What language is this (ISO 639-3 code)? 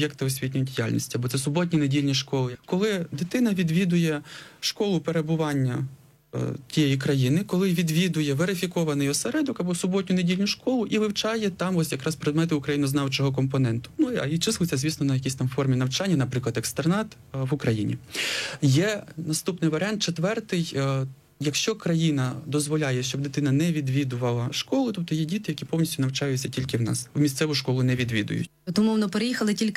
ukr